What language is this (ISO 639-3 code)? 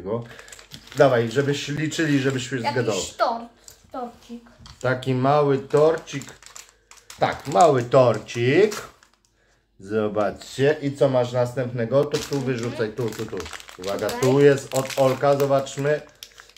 pol